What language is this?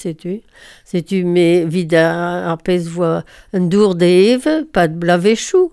Breton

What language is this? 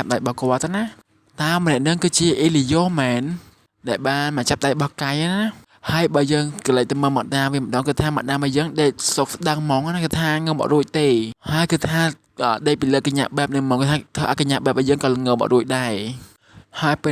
Khmer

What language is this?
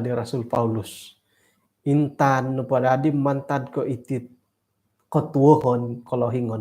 Central Dusun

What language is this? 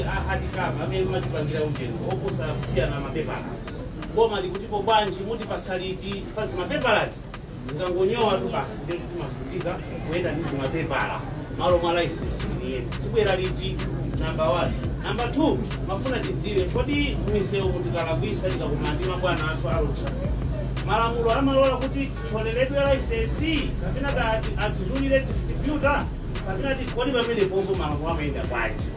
Nyanja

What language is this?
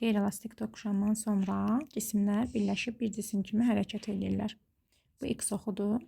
Azerbaijani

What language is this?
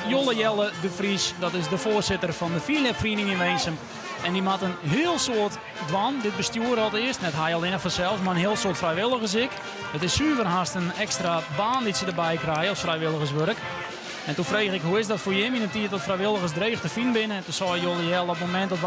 Western Frisian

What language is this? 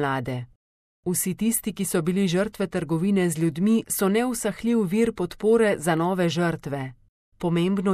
Slovenian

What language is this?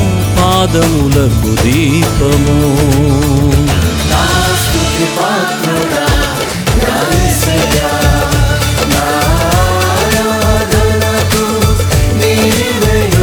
Telugu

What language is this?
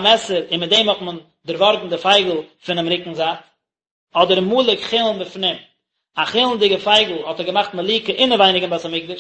Yiddish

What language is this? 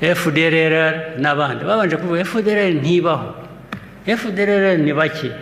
Kinyarwanda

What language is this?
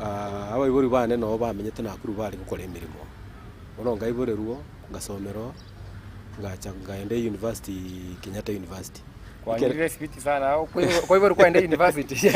Gusii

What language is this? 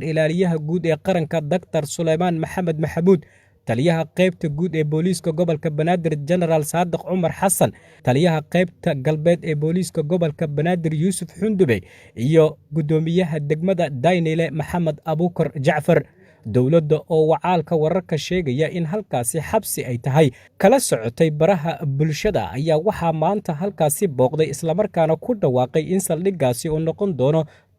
Somali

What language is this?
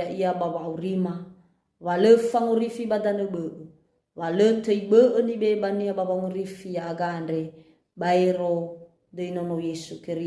Nias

